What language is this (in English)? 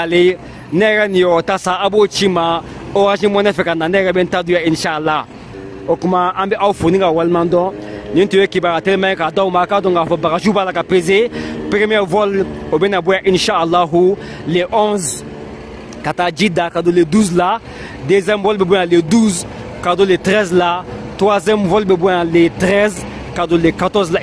Bambara